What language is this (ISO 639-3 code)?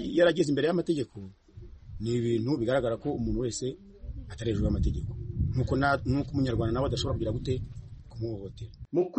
kin